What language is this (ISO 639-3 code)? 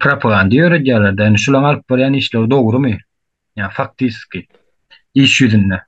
tuk